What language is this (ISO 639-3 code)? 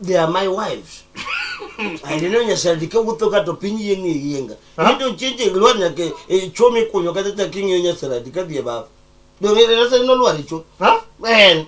luo